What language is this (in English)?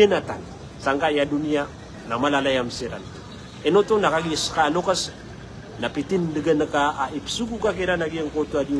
Maranao